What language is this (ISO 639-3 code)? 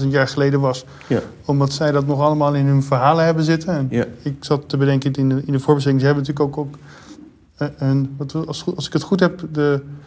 nld